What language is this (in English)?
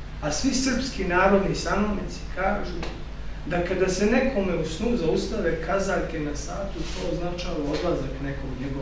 Serbian